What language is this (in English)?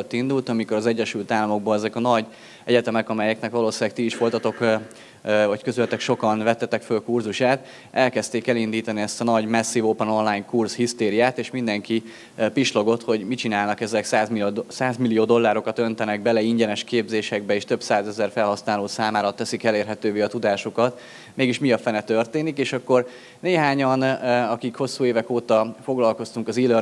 Hungarian